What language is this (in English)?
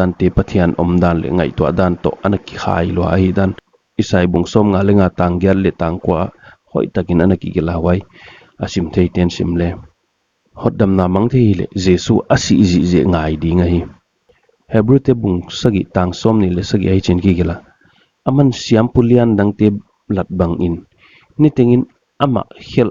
Paite Chin